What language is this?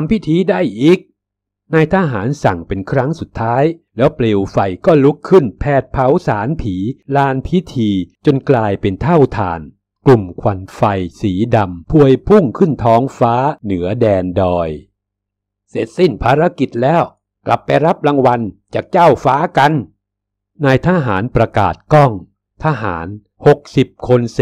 Thai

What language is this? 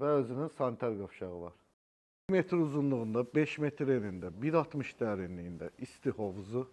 Azerbaijani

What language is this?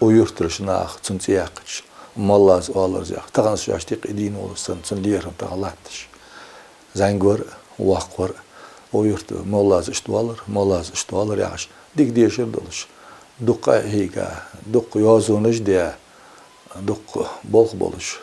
Ingush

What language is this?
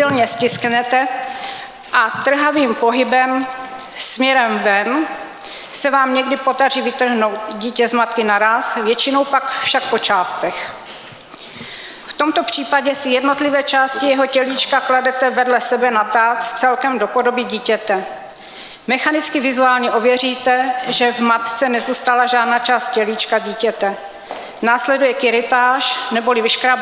Czech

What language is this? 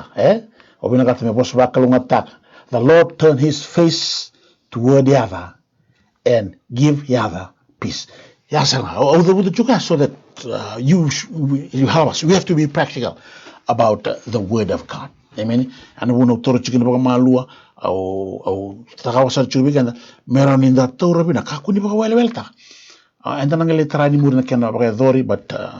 Fijian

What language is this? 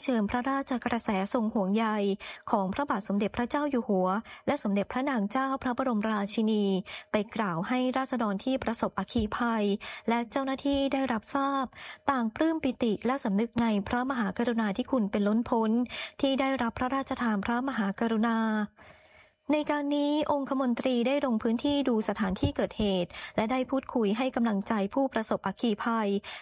Thai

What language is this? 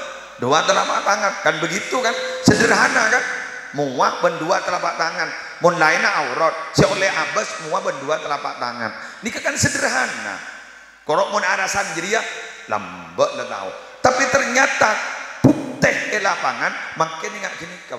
Madurese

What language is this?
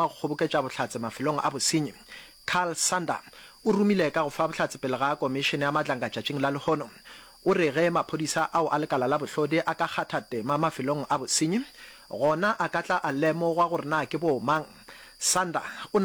Northern Sotho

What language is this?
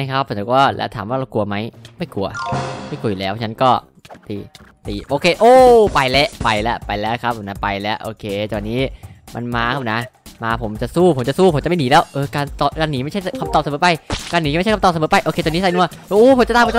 Thai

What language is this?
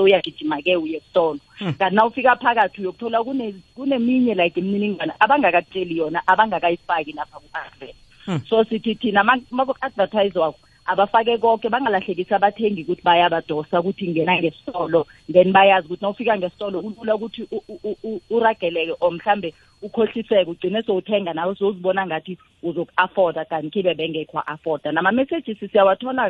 South Ndebele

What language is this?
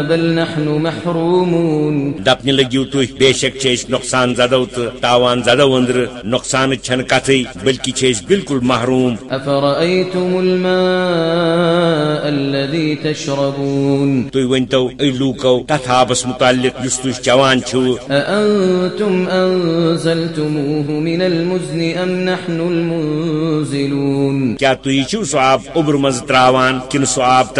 Kashmiri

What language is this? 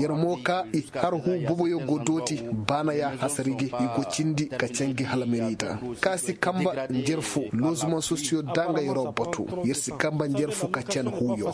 Koyraboro Senni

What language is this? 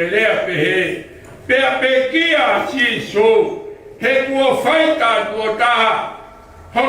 Tongan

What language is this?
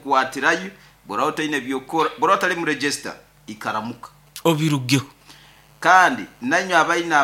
Nyoro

